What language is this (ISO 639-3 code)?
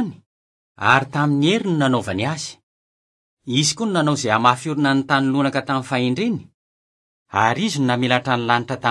mlg